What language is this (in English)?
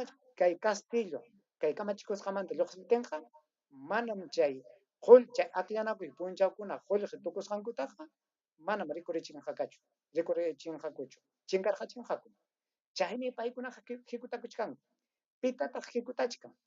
Ayacucho Quechua